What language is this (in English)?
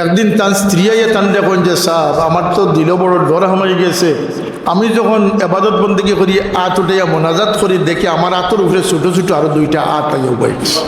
Sylheti